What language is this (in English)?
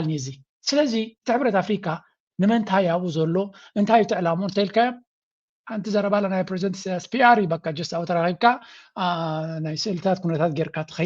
Tigrinya